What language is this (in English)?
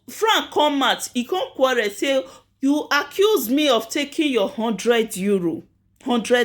Nigerian Pidgin